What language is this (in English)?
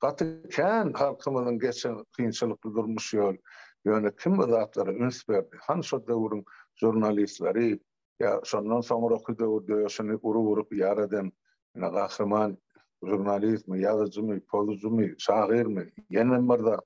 Turkmen